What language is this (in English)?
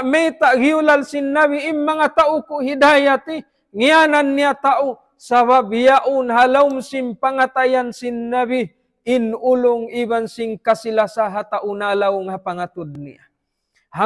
Tausug